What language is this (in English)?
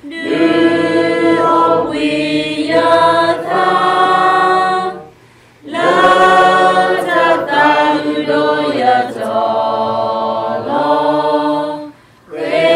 S'gaw Karen